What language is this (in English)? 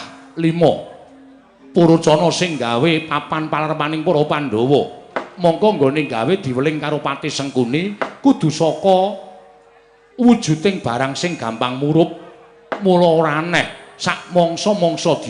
Javanese